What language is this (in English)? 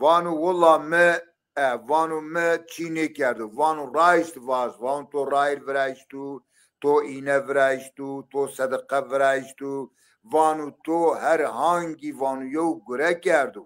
Zaza